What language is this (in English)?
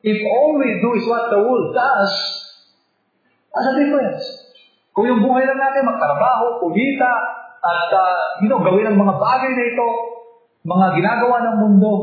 Filipino